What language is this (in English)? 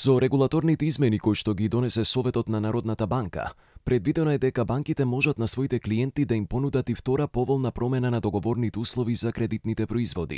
Macedonian